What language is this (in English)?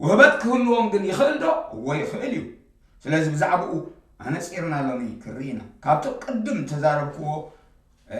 Tigrinya